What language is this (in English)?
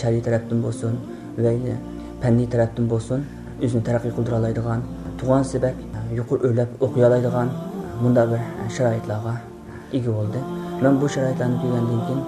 Uyghur